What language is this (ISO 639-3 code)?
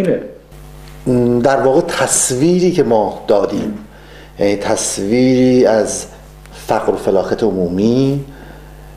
fas